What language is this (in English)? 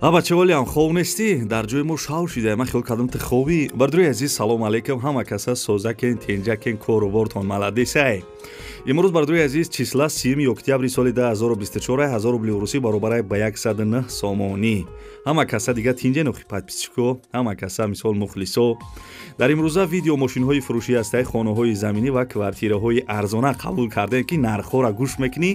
Tajik